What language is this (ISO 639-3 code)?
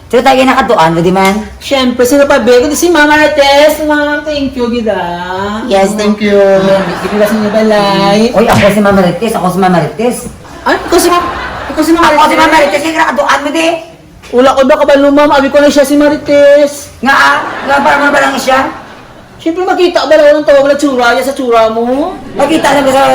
hil